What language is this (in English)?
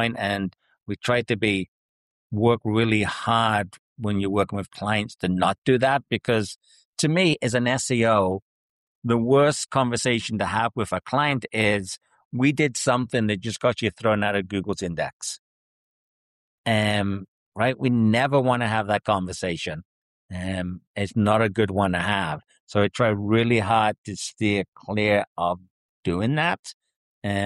English